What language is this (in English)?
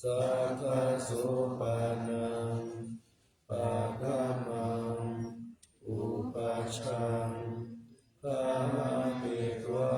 Pali